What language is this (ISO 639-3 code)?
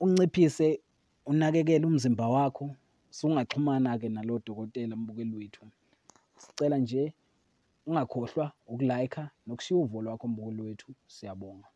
zul